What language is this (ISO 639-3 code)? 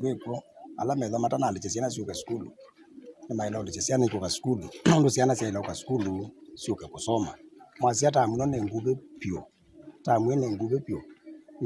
kam